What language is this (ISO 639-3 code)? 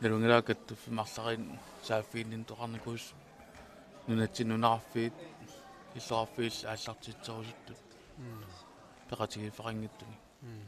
kal